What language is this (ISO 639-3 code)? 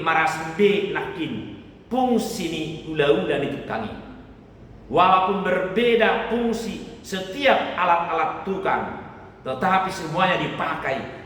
bbc